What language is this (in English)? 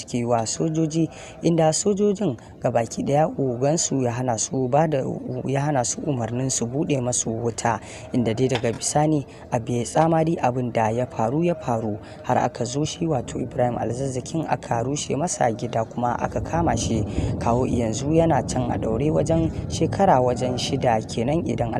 Hausa